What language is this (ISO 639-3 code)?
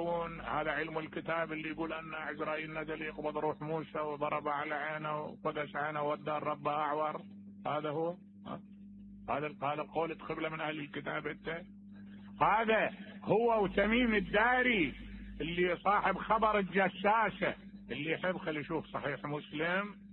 acm